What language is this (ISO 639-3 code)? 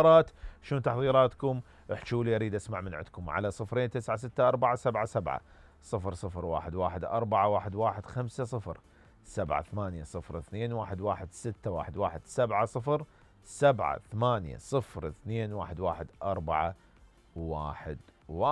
acm